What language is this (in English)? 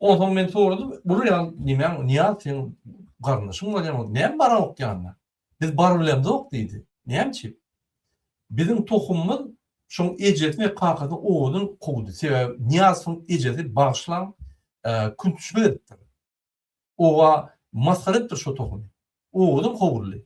Turkmen